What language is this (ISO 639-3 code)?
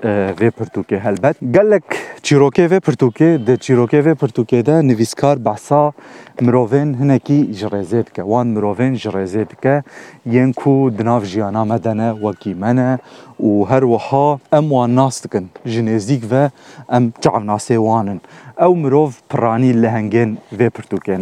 kur